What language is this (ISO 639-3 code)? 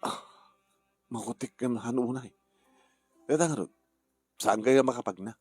ilo